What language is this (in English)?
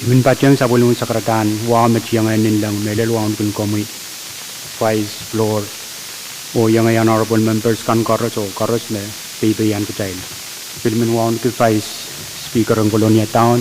Pohnpeian